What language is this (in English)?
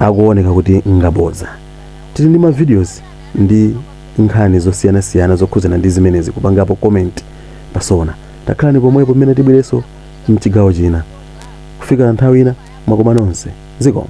Nyanja